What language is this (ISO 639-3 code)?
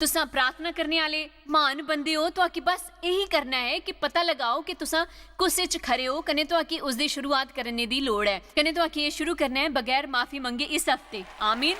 doi